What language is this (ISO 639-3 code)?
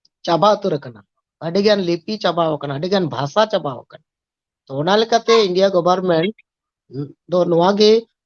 sat